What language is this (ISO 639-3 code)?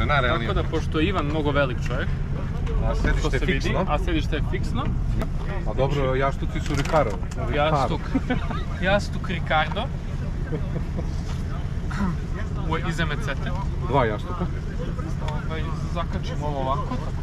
srp